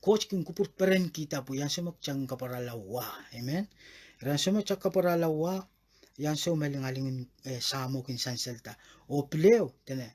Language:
Pohnpeian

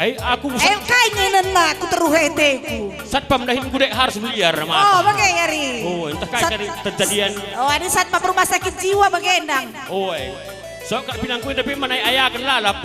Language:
Batak Karo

